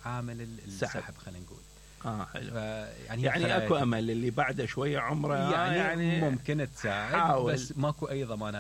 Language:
Mesopotamian Arabic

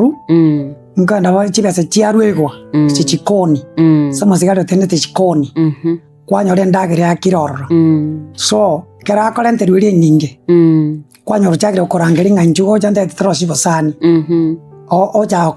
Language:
Gusii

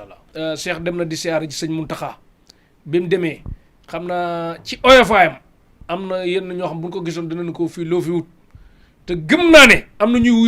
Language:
Wolof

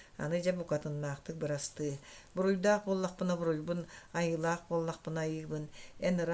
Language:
Yakut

